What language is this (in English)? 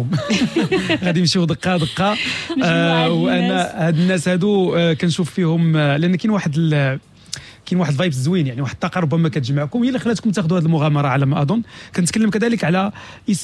Moroccan Arabic